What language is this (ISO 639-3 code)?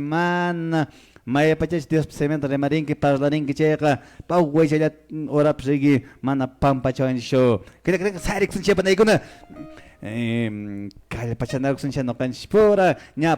que